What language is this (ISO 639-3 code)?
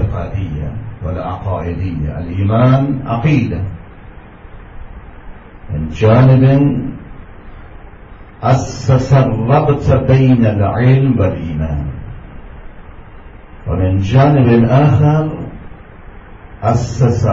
ara